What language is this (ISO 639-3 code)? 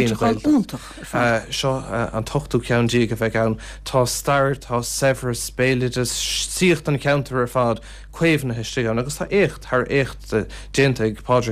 gle